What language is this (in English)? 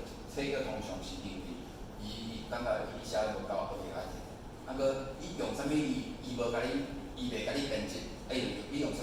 Min Nan Chinese